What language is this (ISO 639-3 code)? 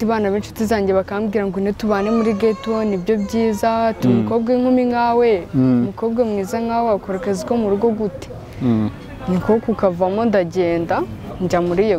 kin